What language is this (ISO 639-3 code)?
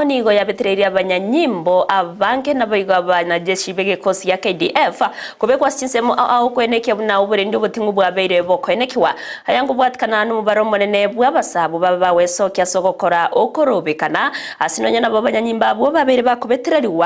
guz